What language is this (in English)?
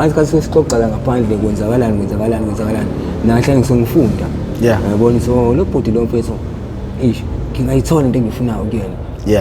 Zulu